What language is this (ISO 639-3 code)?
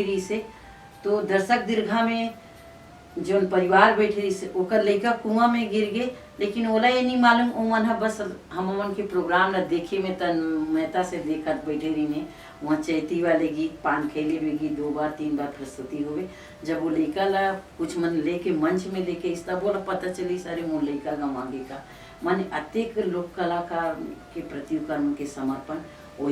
hne